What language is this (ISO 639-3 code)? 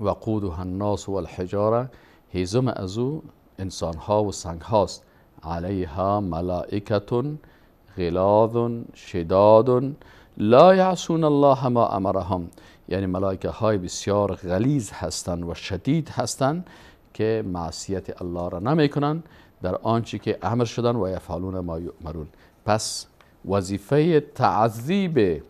fas